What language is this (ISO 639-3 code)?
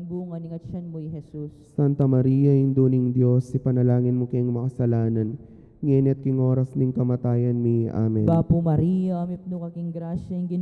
pam